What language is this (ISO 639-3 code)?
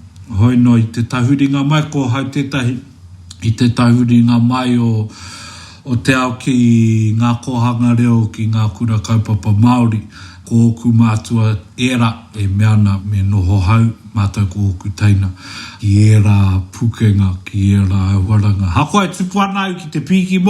mri